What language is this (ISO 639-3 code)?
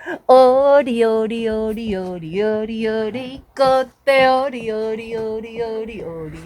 mri